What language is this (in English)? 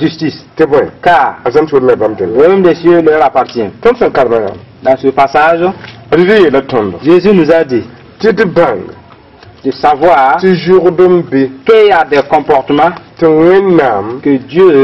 Mossi